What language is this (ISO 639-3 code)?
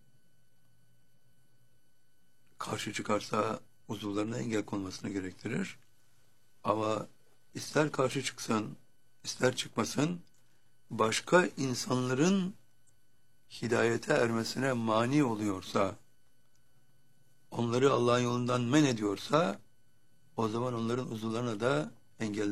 tur